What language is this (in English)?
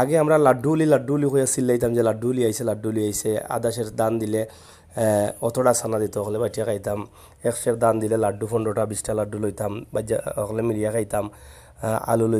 Sylheti